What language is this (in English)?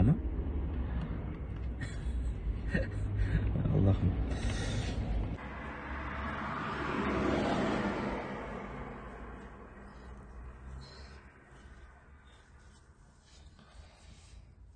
Kazakh